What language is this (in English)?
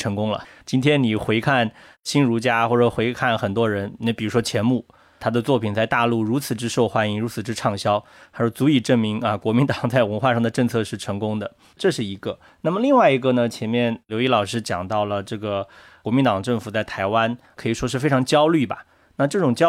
Chinese